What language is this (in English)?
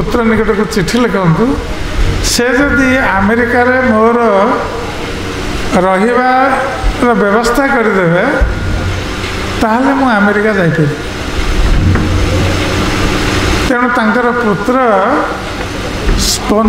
Odia